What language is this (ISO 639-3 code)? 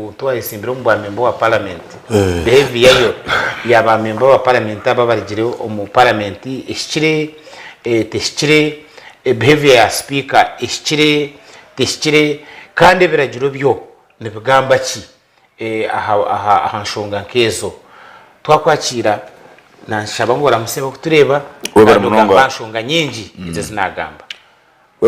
nyn